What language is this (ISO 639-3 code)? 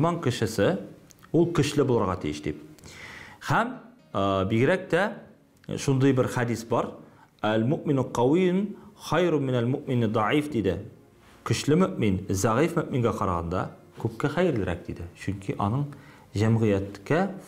tat